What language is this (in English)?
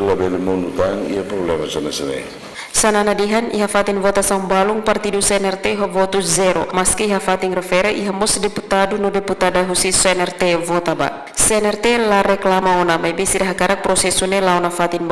Tetum